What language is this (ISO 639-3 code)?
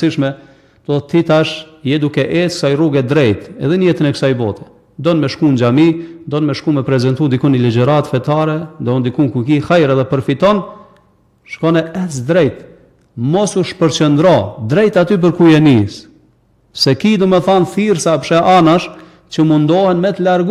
sqi